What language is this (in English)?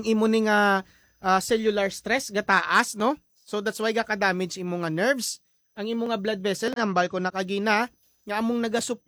Hiligaynon